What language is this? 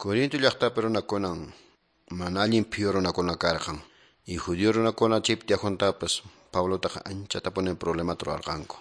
Quechua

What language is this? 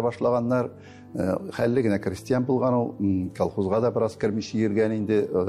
Tatar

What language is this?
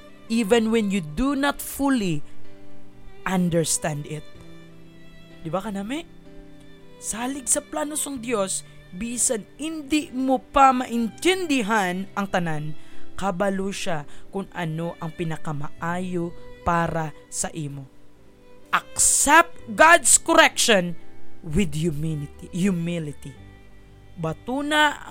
Hiligaynon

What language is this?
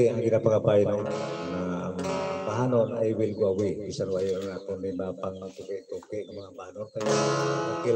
Hiligaynon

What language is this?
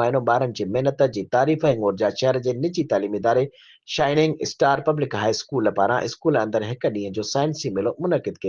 Sindhi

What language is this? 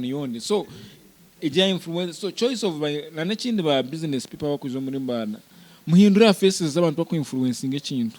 Nyankole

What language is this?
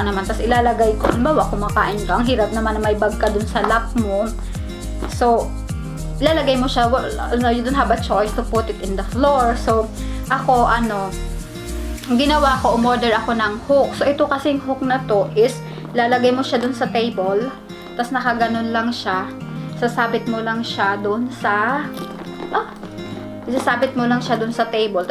Filipino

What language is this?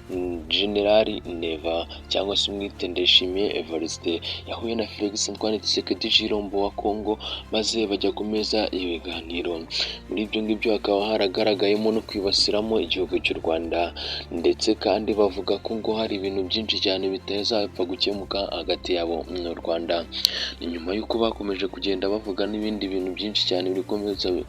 Kinyarwanda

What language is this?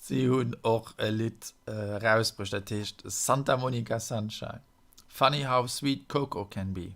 Luxembourgish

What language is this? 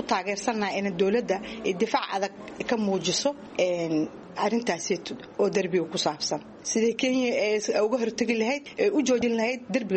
Somali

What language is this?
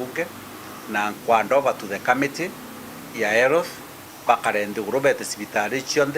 Meru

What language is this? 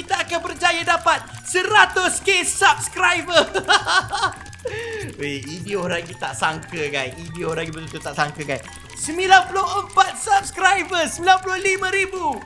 Malay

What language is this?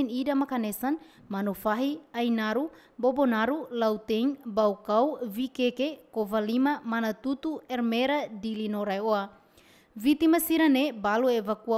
Tetum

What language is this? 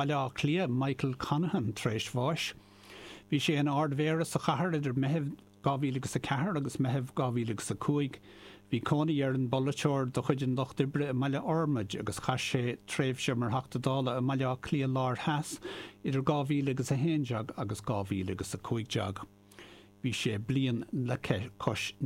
Irish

